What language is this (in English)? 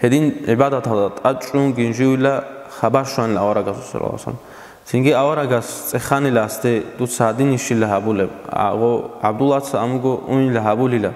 Avaric